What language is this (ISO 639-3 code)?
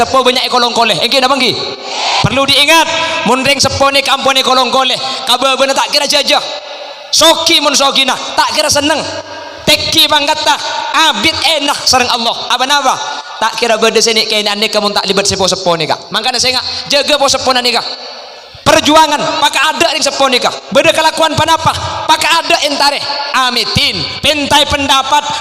mad